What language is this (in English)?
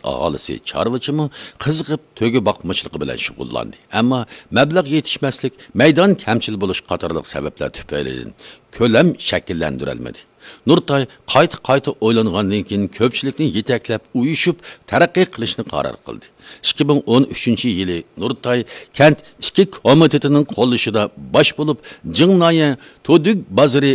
Uyghur